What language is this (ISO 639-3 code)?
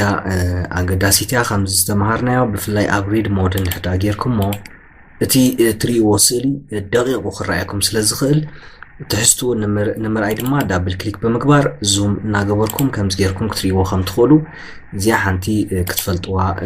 tir